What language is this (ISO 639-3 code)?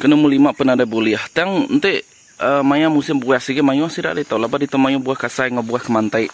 iba